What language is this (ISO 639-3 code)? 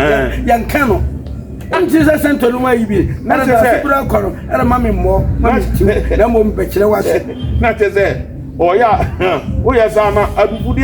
aka